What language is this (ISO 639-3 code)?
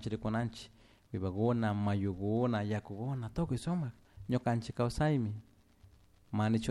qug